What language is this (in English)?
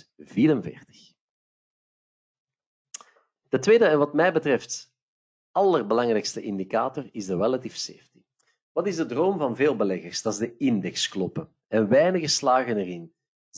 Dutch